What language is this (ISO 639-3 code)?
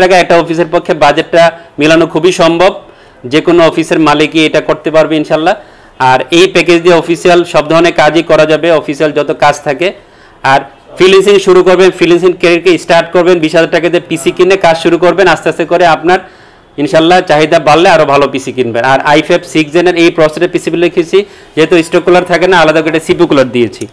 ben